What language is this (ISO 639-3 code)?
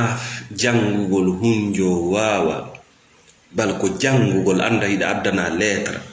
ful